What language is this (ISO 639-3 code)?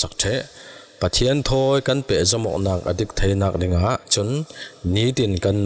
cfm